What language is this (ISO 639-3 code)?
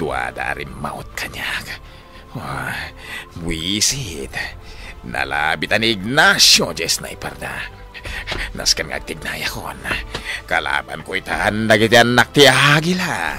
ilo